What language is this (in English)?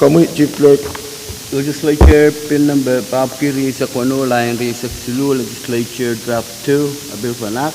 Pohnpeian